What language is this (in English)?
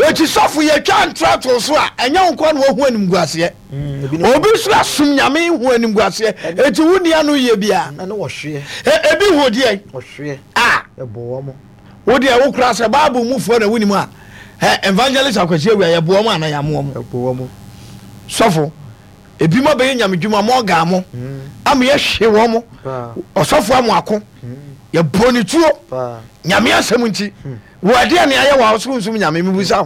Akan